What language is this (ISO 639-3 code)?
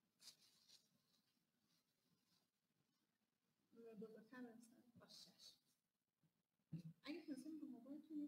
fas